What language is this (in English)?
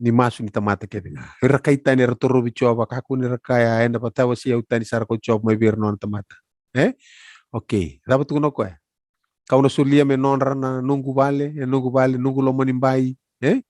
Fijian